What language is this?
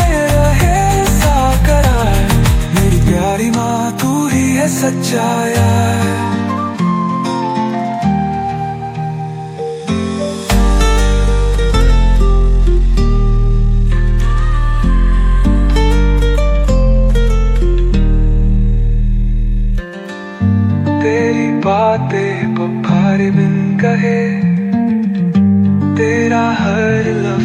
Haryanvi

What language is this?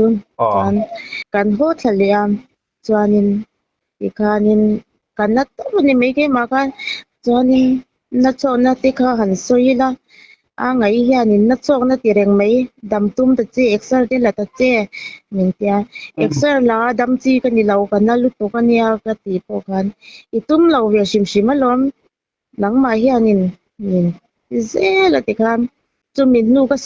Mizo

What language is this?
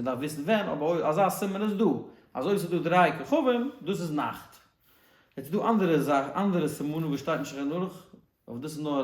Yiddish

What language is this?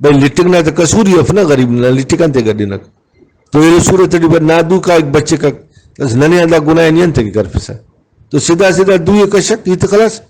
Brahui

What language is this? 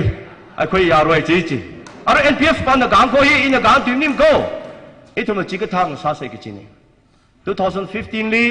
Tangkhul Naga (India)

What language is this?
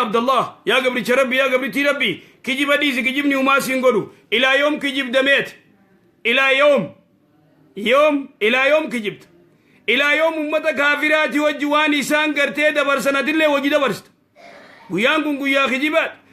Oromo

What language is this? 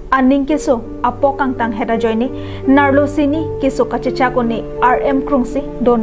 Karbi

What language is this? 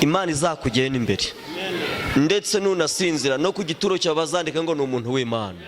Kinyarwanda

